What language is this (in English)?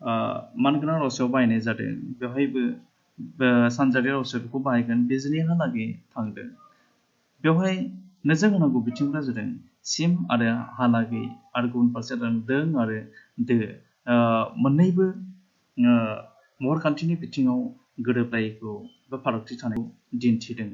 Bodo